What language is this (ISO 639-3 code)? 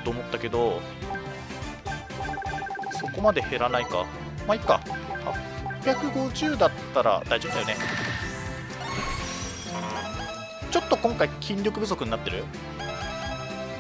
jpn